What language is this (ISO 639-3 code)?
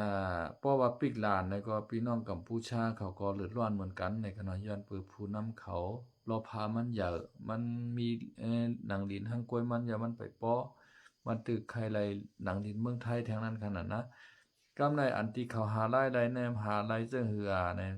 shn